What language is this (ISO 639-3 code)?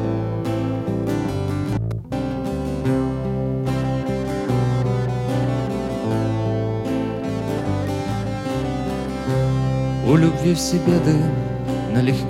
rus